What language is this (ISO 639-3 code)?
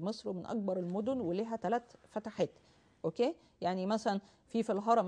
arz